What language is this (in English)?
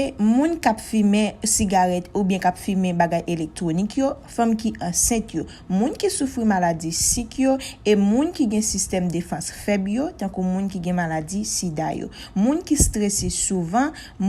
Haitian Creole